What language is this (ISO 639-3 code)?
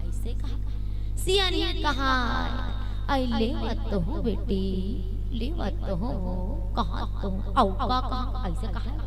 hne